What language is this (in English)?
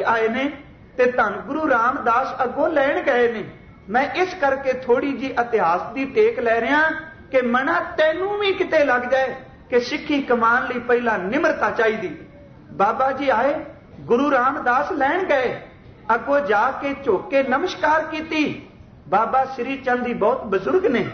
Punjabi